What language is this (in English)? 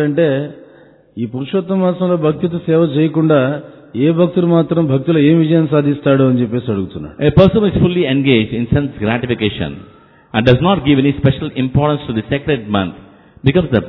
Telugu